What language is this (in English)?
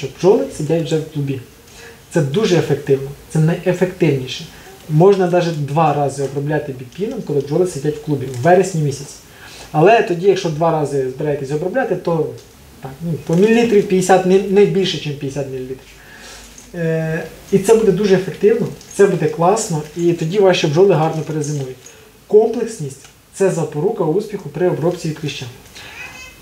Ukrainian